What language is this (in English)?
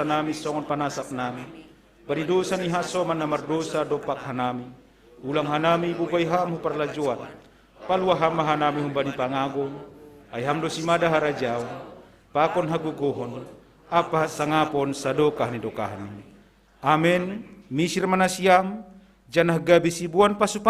Batak Simalungun